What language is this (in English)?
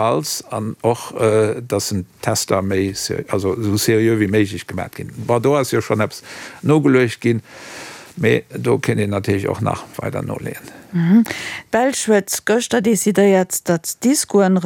Luxembourgish